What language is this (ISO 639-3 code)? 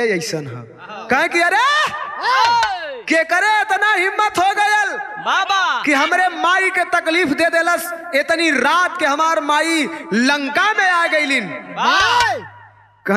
bho